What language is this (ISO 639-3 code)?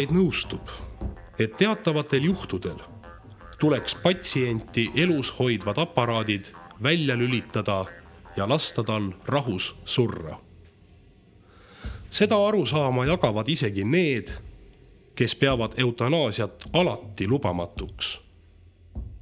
est